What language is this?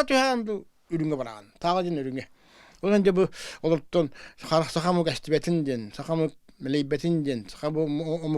Yakut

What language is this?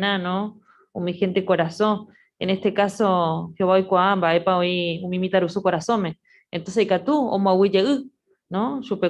Guarani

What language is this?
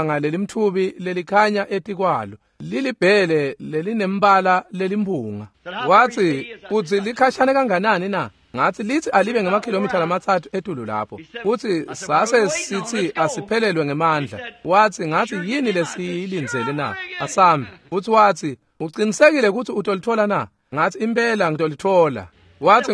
Swati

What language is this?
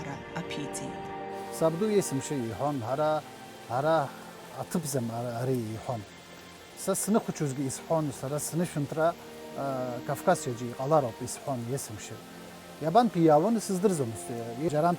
Abkhazian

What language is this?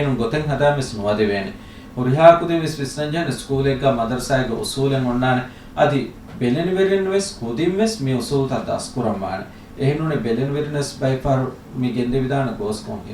Divehi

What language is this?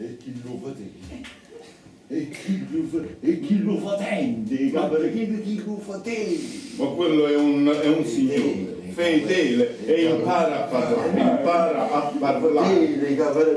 Neapolitan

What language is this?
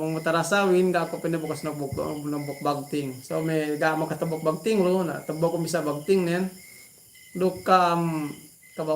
Yakan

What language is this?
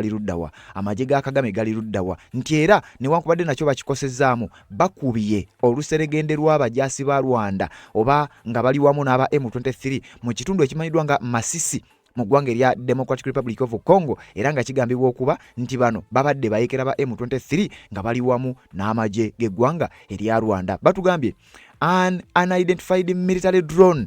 Ganda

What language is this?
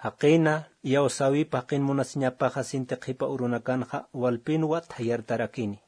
Aymara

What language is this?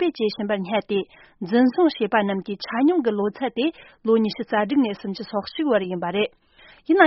Tibetan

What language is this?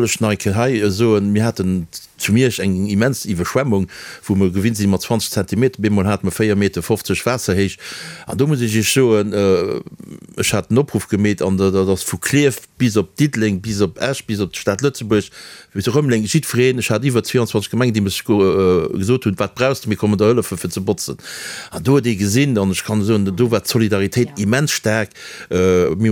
Luxembourgish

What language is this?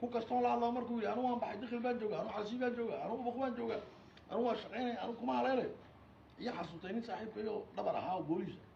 Somali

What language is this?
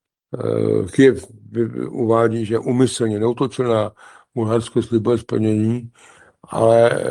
Czech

